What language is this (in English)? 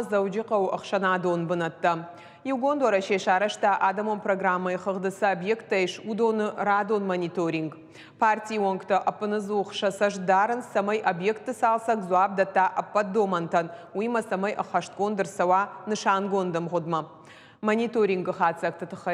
Ossetic